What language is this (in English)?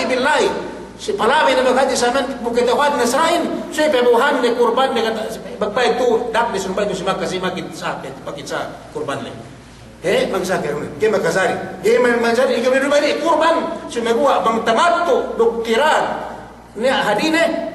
Yakan